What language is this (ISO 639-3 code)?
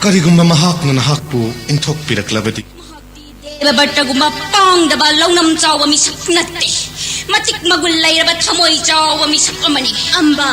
mni